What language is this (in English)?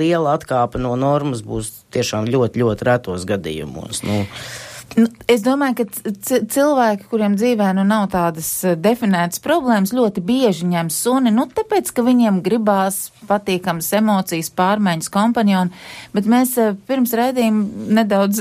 Latvian